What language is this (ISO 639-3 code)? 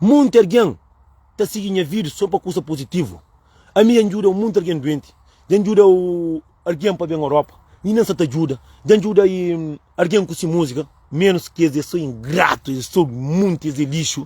kea